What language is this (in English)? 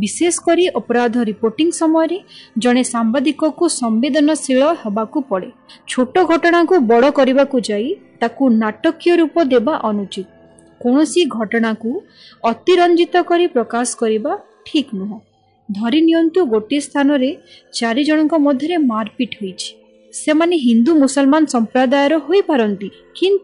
Odia